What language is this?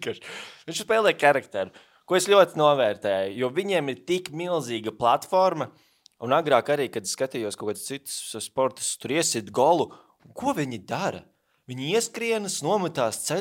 Latvian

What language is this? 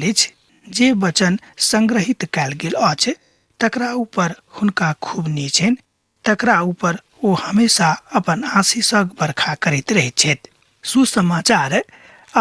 Maithili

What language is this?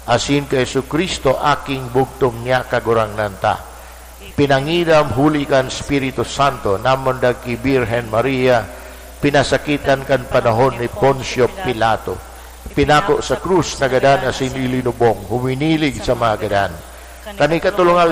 Bikol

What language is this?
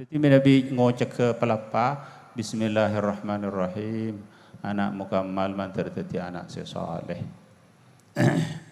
Madurese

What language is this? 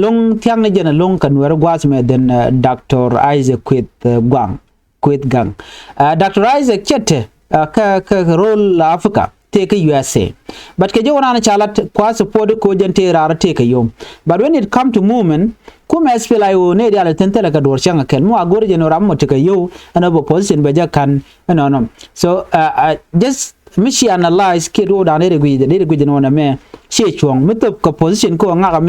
Nuer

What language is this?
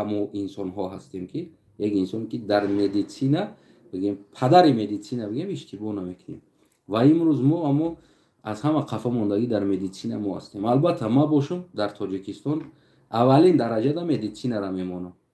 Tajik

